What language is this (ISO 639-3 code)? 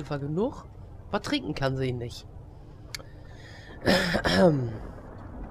deu